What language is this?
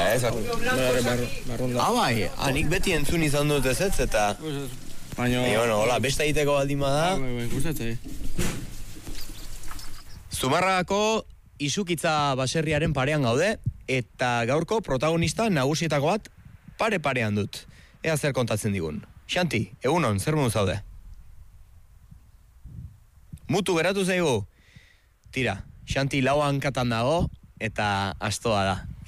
Basque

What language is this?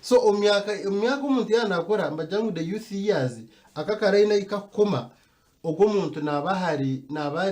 Nyankole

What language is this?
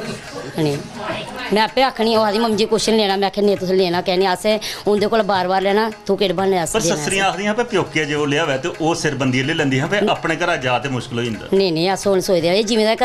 Dogri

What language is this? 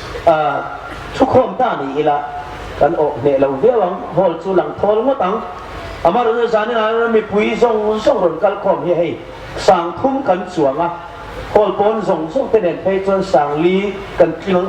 Hmar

